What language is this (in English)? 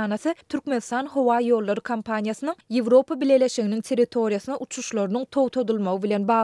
Turkmen